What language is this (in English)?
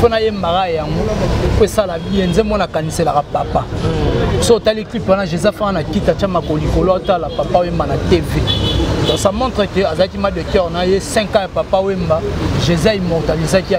Lingala